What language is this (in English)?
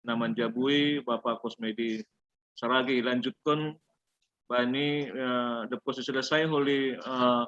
Batak Simalungun